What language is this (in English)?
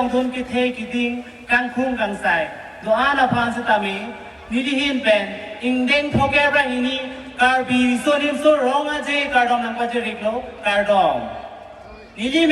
Karbi